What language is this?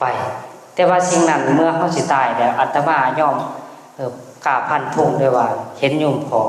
Northeastern Thai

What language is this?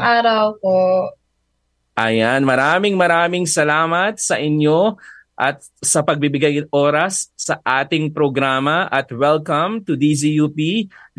Filipino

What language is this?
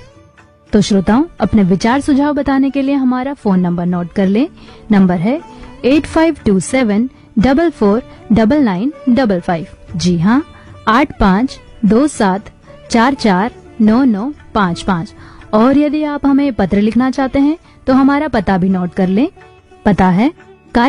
Hindi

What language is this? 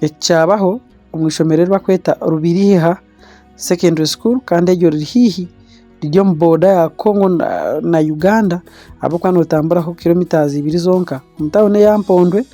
Nyankole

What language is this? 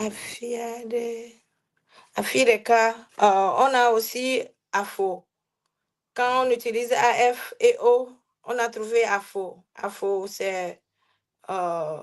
Ewe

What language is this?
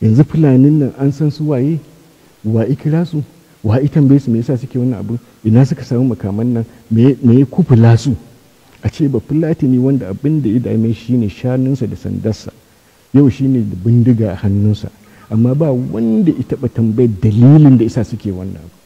Hausa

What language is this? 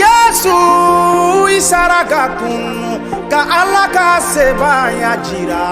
Bambara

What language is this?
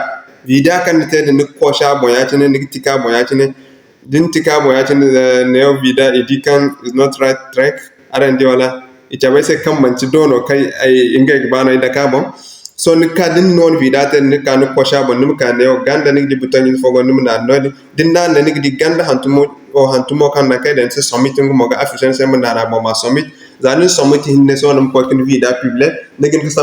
Zarma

